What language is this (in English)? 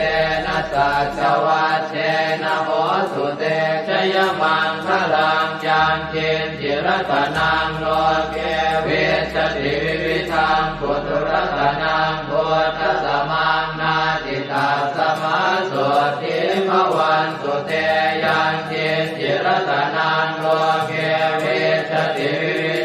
Pali